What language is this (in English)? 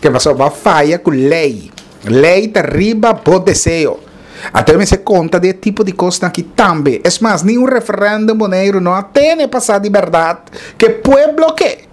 Papiamento